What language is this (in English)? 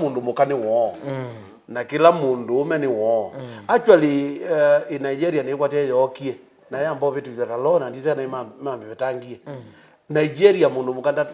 Kamba